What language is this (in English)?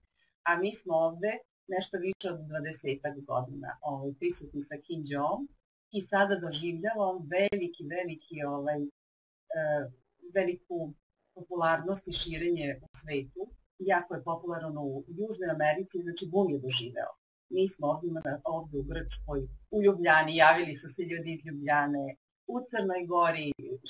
Serbian